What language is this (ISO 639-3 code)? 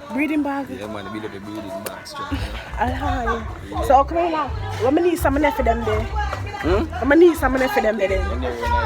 jam